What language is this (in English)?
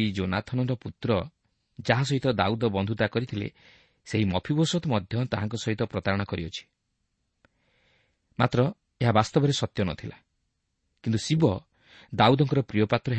Odia